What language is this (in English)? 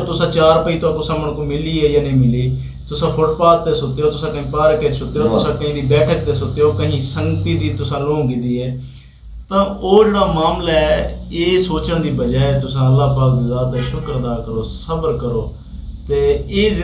Saraiki